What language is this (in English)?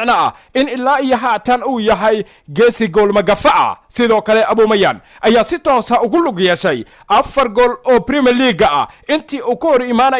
Somali